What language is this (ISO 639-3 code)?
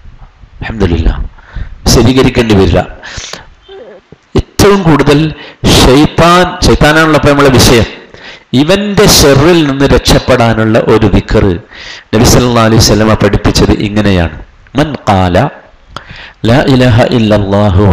mal